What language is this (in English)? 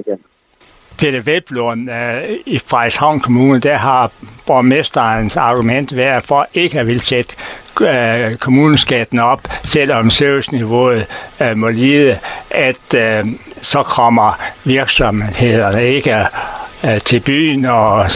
Danish